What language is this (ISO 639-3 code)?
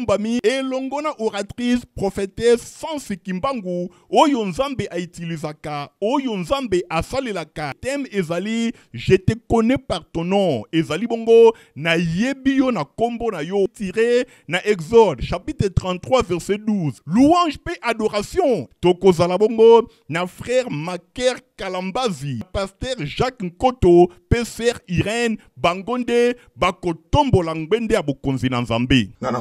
lin